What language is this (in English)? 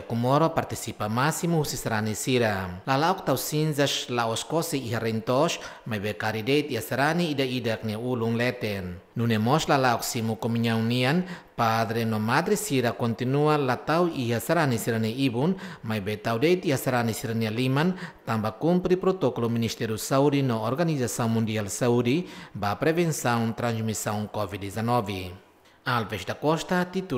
Tetum